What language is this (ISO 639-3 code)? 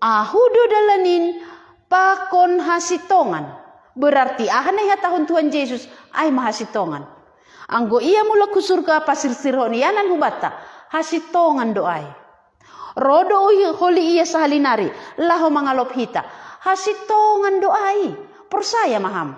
bts